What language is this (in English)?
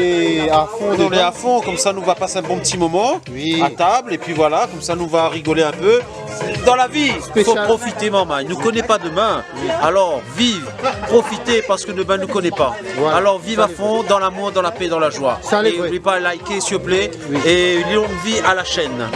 Réunion Creole French